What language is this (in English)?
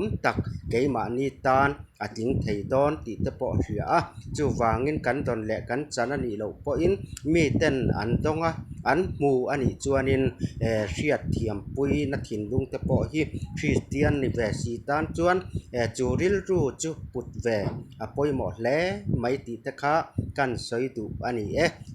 Mizo